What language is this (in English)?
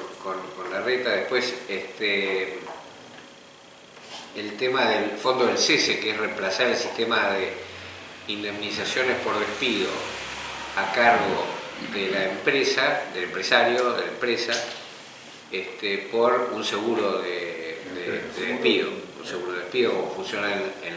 Spanish